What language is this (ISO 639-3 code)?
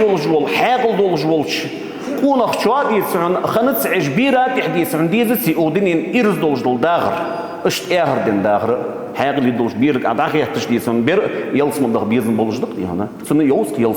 inh